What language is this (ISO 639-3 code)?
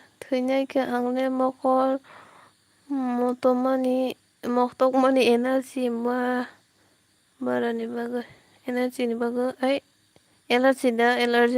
trp